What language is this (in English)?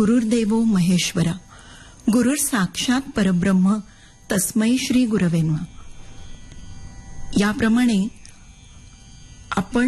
Marathi